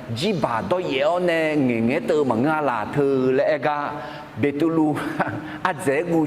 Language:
Akha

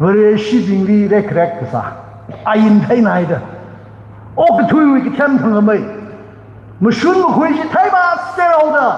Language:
Tangkhul Naga (India)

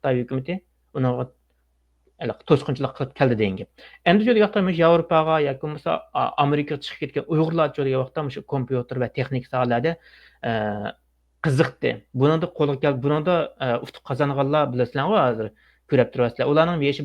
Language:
Uyghur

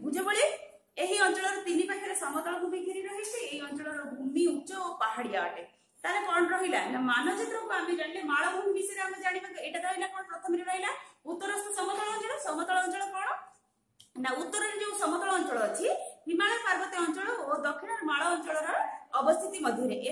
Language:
Odia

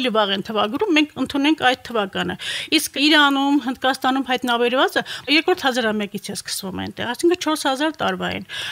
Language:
Armenian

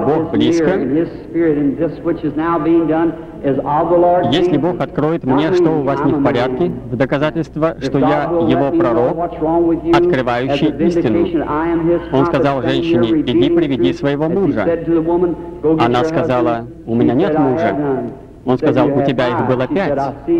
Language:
Russian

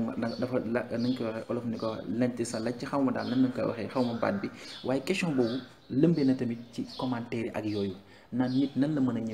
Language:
Wolof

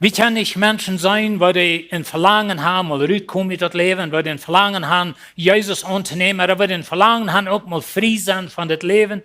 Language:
Plautdietsch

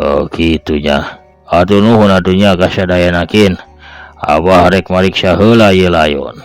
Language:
Sundanese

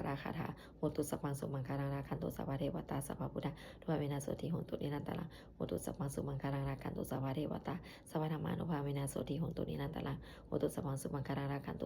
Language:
Pali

